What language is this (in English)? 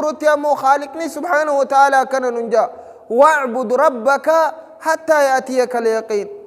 Oromo